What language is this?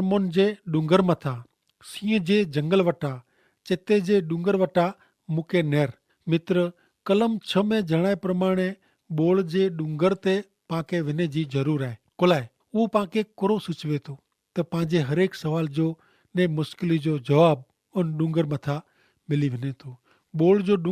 Kachhi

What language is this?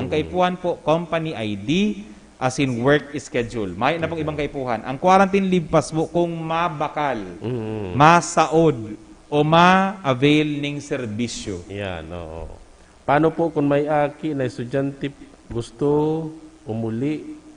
Bikol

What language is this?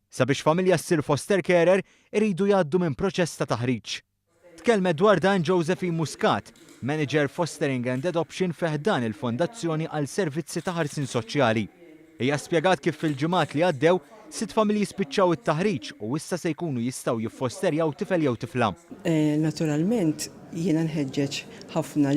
Maltese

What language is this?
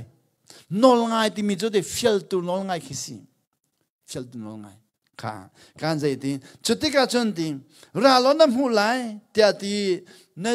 Hakha Chin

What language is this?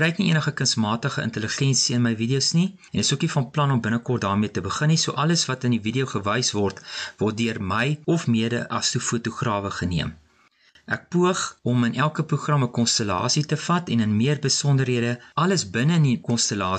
Afrikaans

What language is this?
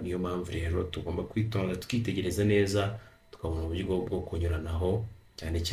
Kinyarwanda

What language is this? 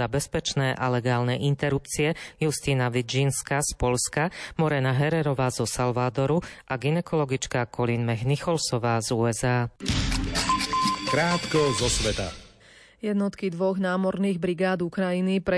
Slovak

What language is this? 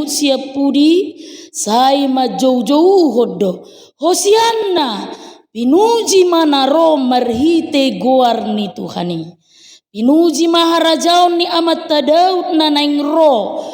Batak Toba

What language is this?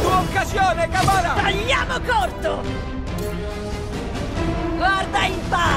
Italian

